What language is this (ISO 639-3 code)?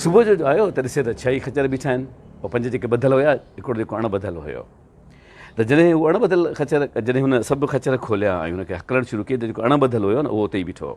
snd